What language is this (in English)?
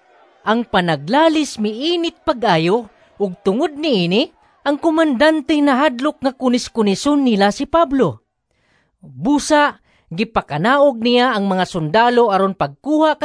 Cebuano